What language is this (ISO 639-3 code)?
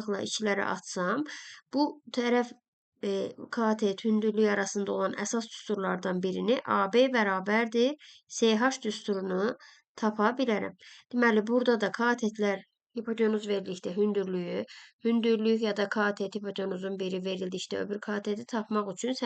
aze